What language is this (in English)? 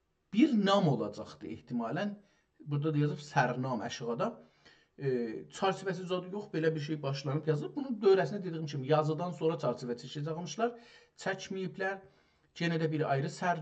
South Azerbaijani